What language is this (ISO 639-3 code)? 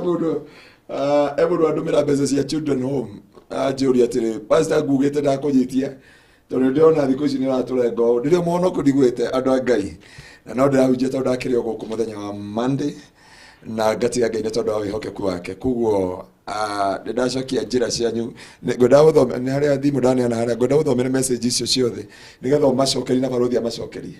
kik